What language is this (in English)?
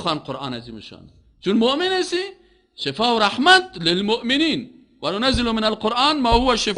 Persian